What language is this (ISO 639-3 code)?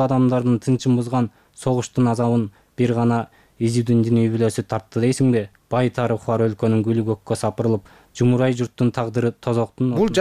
kir